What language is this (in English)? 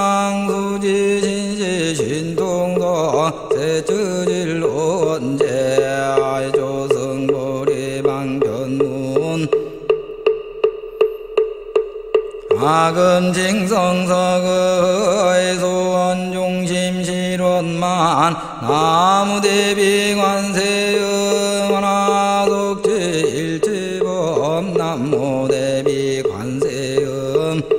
Korean